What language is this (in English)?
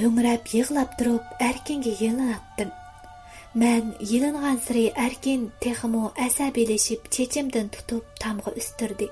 Uyghur